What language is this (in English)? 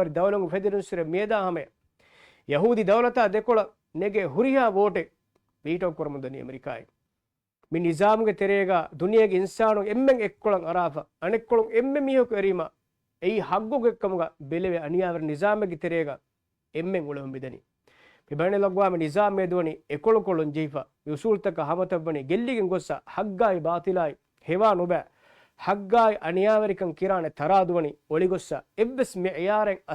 Divehi